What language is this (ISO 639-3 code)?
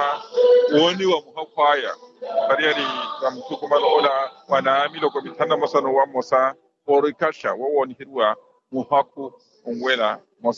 vmw